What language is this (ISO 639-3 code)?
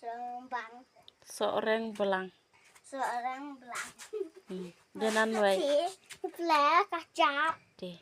kha